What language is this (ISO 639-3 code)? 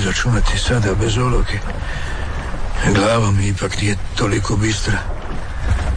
hrv